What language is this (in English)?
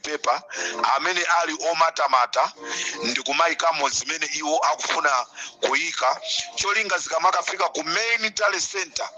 Nyanja